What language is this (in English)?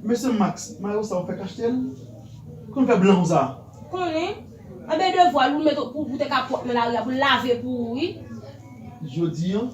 Haitian Creole